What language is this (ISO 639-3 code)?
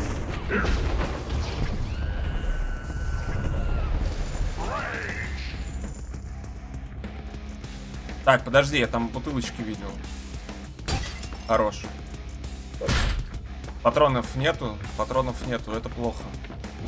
rus